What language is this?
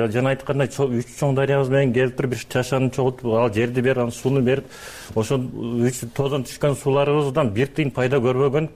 Kyrgyz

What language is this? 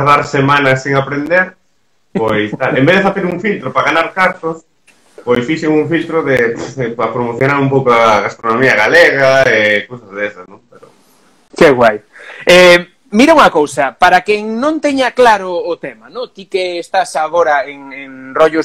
Galician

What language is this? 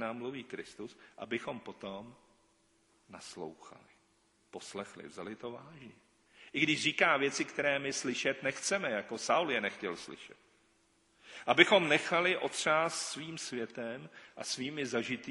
Czech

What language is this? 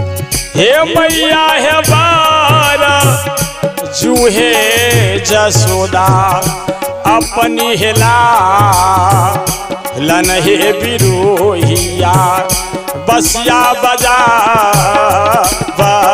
Bhojpuri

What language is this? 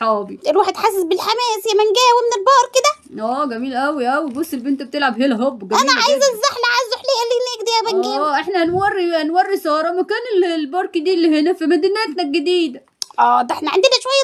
Egyptian Arabic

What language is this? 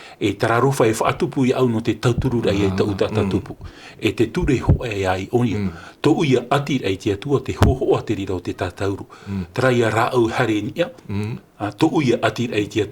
Tahitian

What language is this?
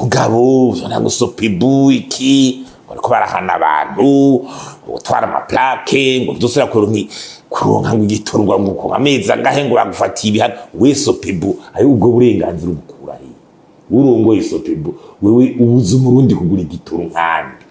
Rundi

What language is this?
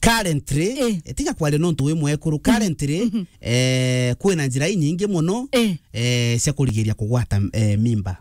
Meru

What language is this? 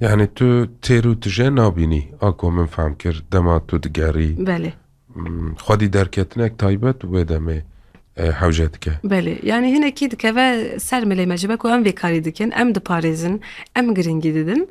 Kurdish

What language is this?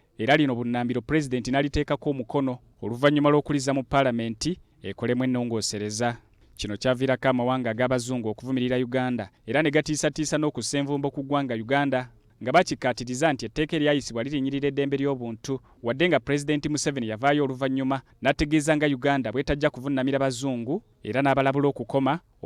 Ganda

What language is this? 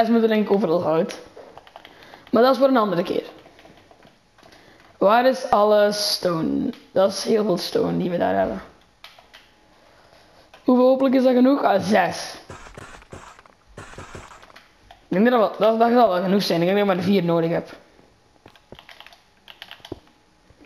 Dutch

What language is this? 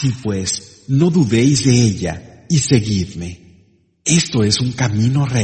Spanish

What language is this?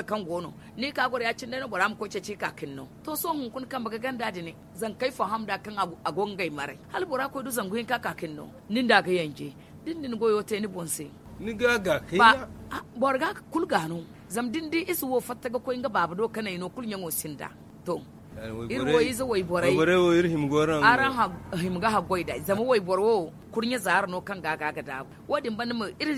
Zarma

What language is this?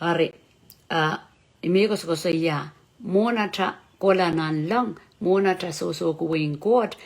Pohnpeian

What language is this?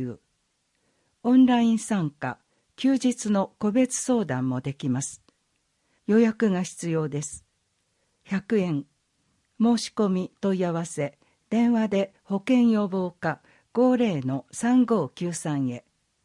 Japanese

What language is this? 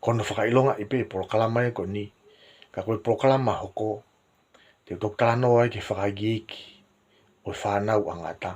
Tongan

